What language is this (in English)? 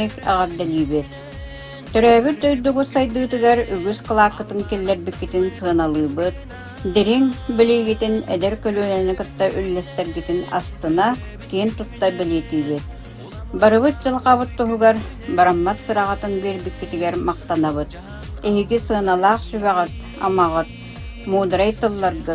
Yakut